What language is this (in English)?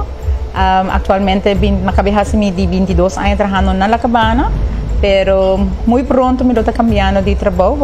Papiamento